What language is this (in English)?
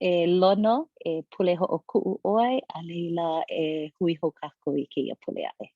Hawaiian